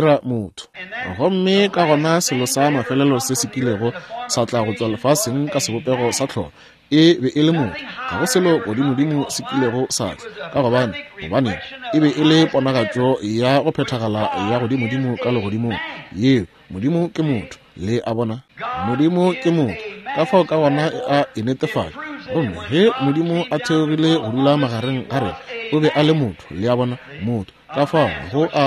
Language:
Northern Sotho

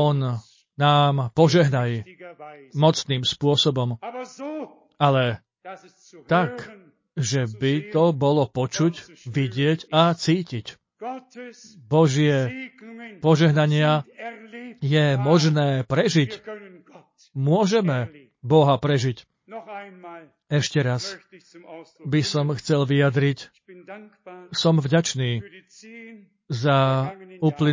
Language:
Slovak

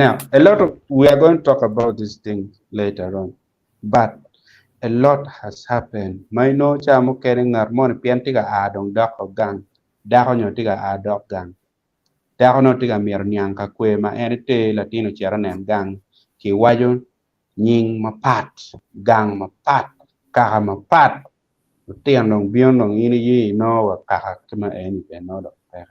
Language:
Acoli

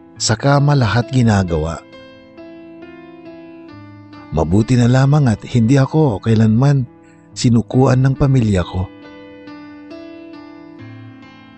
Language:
Filipino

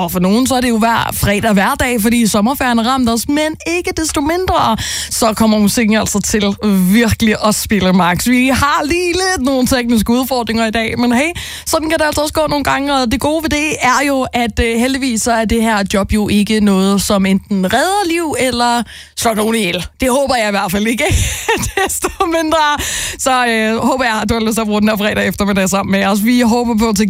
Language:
Danish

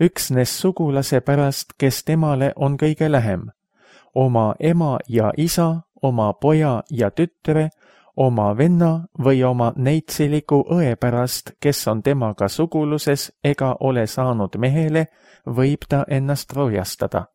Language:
Estonian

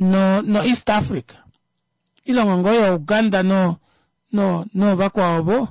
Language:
Kuanyama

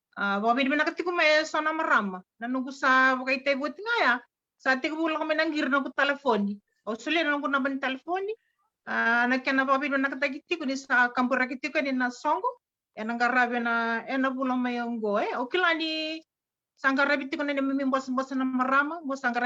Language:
Fijian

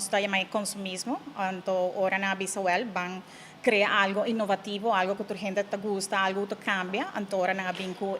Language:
Papiamento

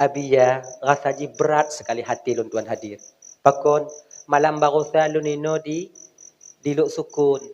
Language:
Achinese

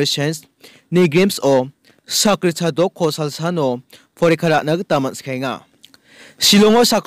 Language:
Garo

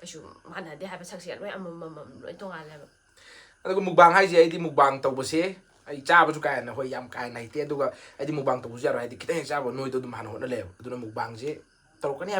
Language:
Manipuri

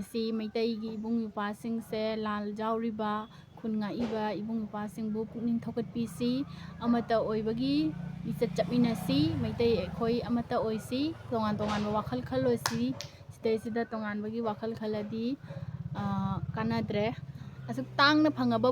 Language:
Manipuri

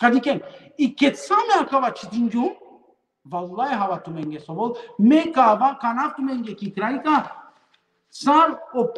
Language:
Balkan Romani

